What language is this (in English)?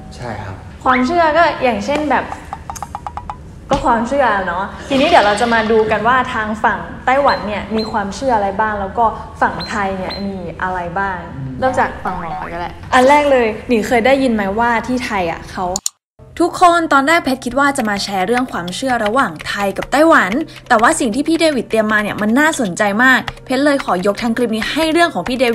Thai